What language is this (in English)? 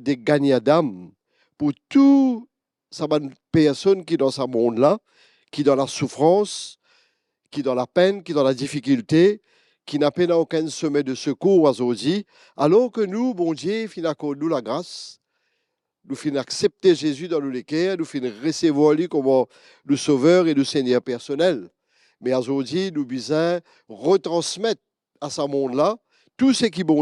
Morisyen